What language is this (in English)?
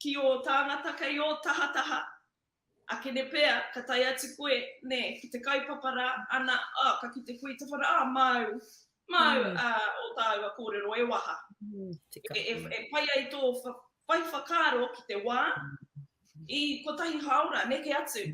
Māori